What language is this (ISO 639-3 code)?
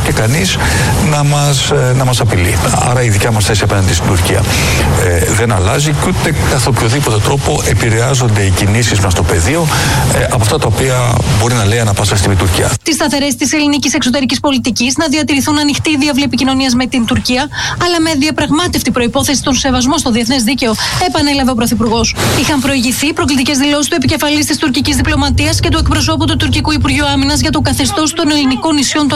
ell